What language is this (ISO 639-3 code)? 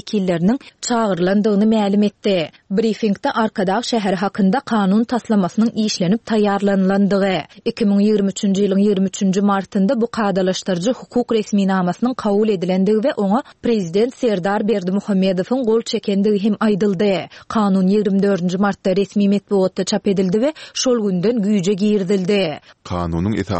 tuk